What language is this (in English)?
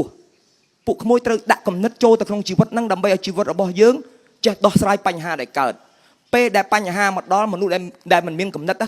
Khmer